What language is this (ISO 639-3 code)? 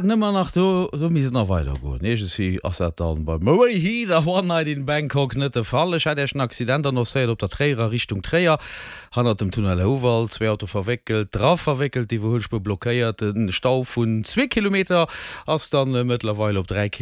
ltz